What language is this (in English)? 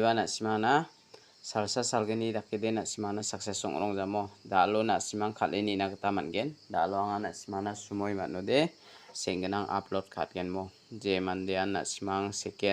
Garo